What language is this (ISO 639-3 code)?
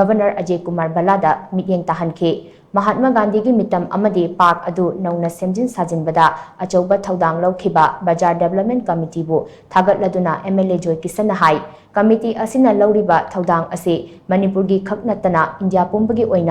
mni